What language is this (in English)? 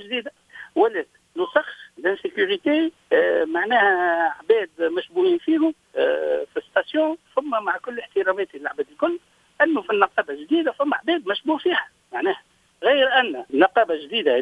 Tunisian Arabic